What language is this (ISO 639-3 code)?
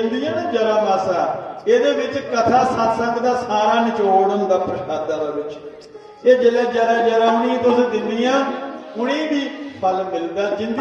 doi